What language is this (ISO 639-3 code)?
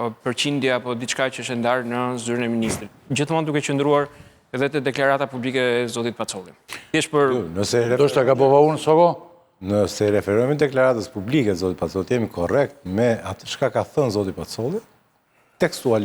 sqi